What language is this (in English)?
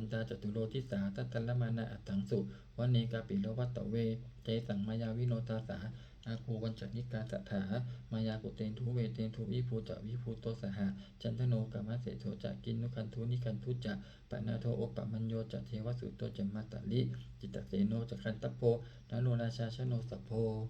Pali